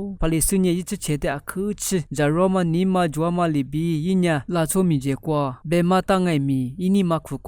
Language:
Lisu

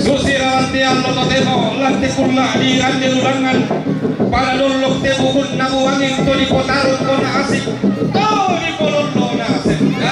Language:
Toraja-Sa'dan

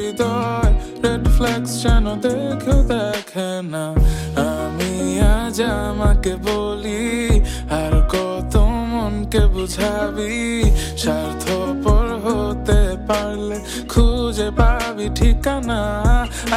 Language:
Bangla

